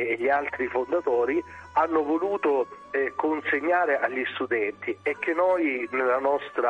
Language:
Italian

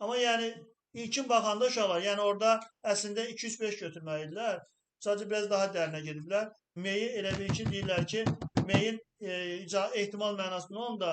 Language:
Azerbaijani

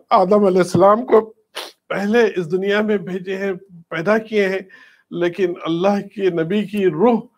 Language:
Urdu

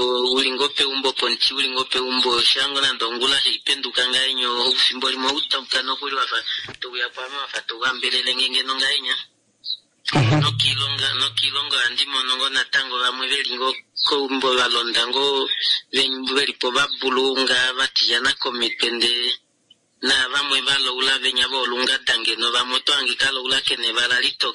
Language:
Kuanyama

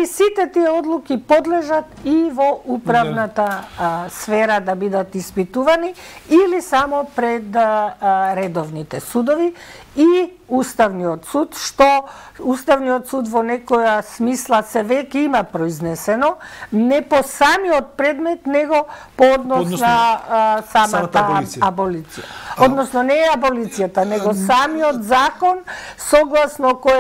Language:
Macedonian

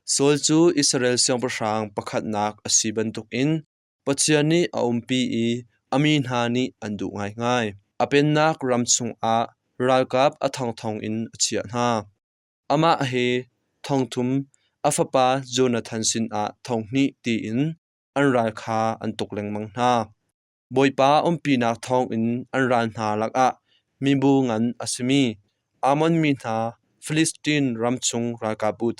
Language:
Hakha Chin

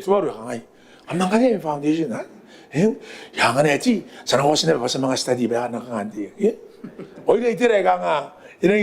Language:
Gilbertese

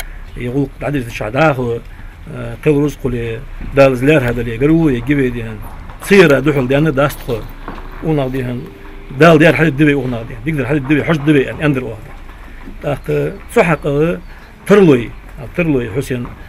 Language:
Ingush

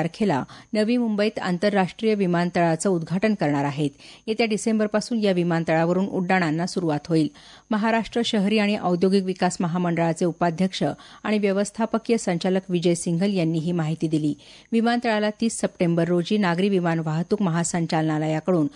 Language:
Marathi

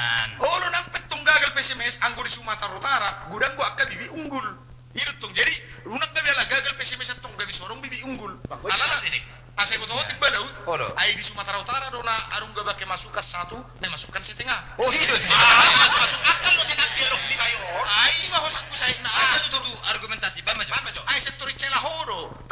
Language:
Batak Toba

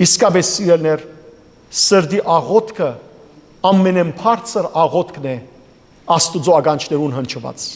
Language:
Western Armenian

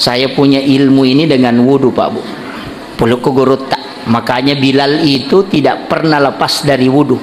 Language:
Buginese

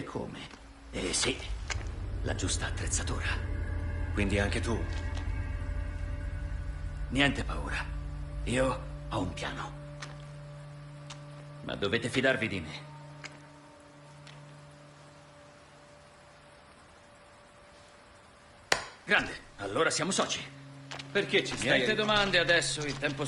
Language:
Italian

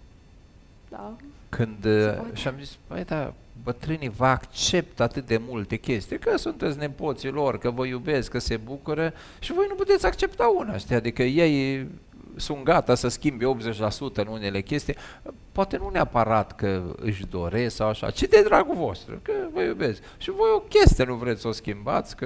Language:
Romanian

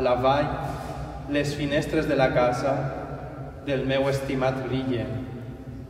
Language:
Catalan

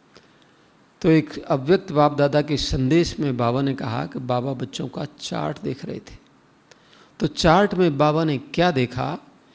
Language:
Hindi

